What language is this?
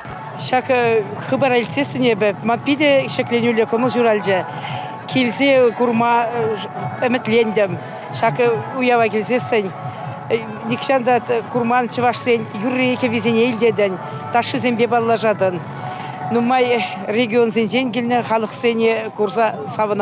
Chuvash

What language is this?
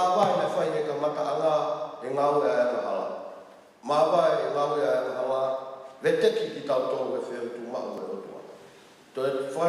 Tongan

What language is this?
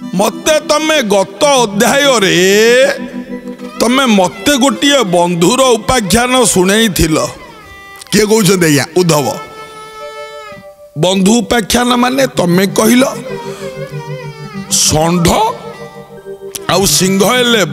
Odia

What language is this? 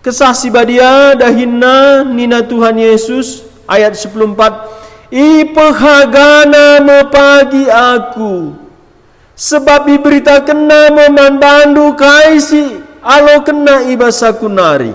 Batak Karo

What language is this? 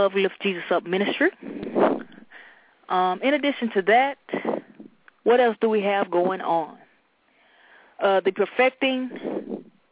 English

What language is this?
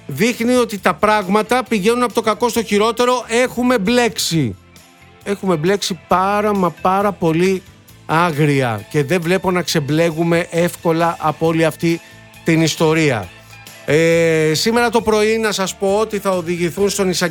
Greek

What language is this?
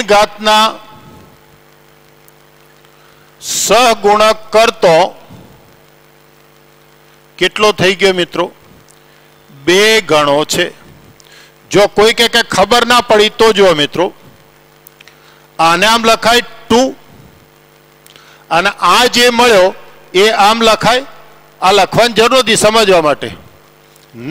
Gujarati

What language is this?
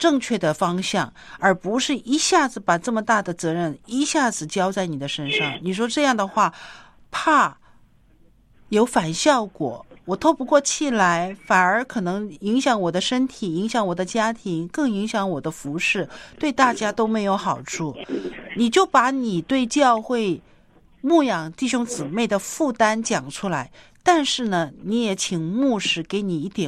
Chinese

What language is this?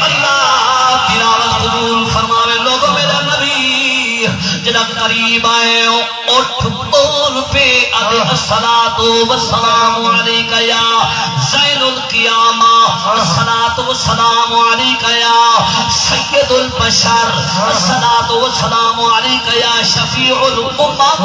Saraiki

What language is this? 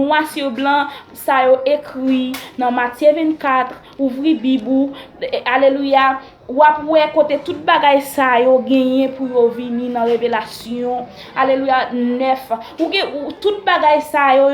Haitian Creole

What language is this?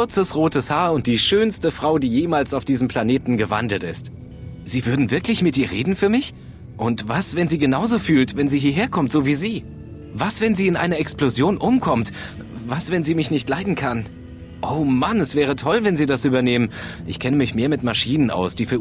Bavarian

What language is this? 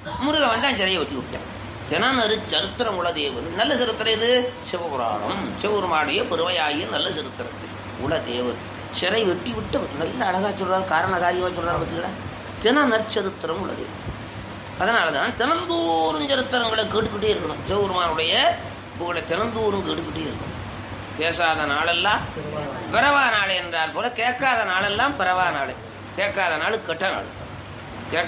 Tamil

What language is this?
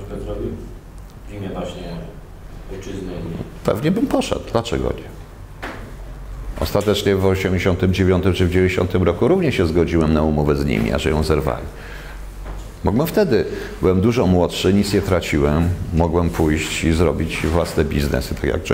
Polish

